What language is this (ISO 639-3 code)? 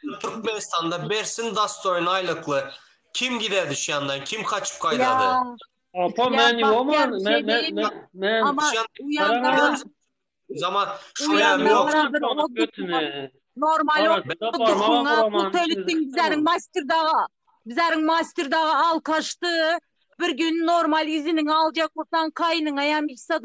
tuk